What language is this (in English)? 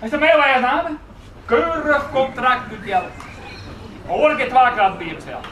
Western Frisian